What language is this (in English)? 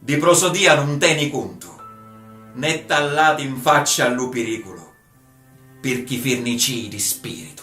Sicilian